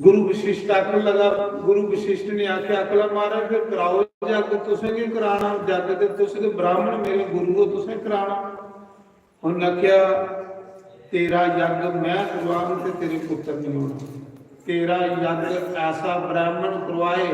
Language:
Dogri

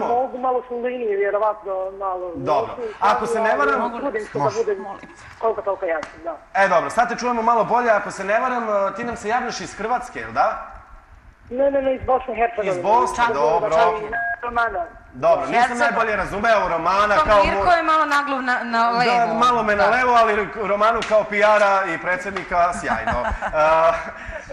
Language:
Serbian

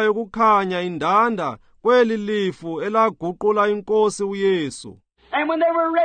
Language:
Xhosa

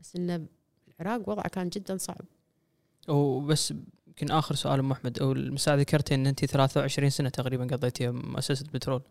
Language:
Gulf Arabic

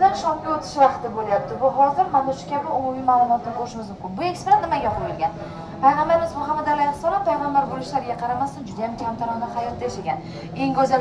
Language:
Uzbek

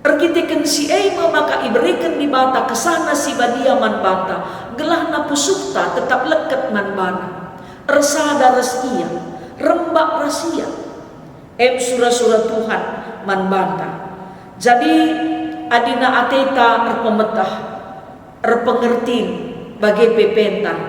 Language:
Batak Karo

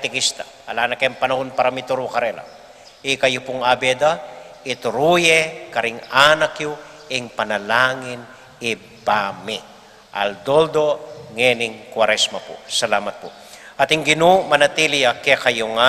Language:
Pampanga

